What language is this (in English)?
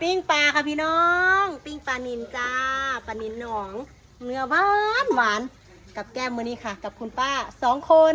Northeastern Thai